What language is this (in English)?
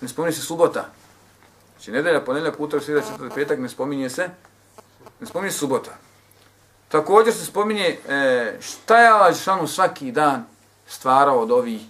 Bosnian